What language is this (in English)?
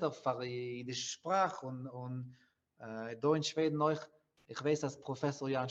Yiddish